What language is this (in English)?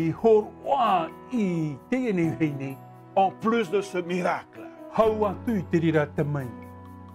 Tahitian